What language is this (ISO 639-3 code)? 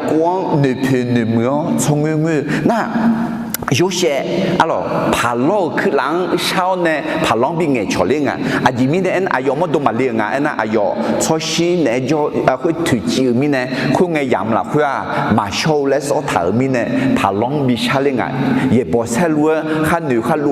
ahk